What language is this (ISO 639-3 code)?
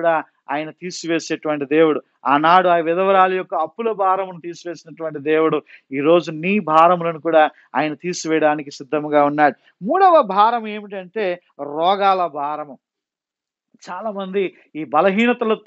tel